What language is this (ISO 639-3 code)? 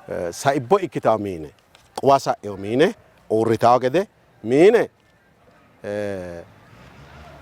sid